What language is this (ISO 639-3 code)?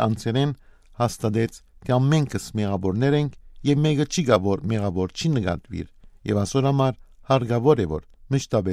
hyw